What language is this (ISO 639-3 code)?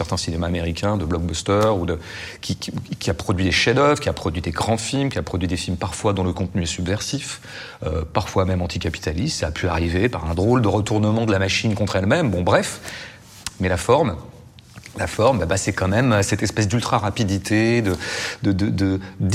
fra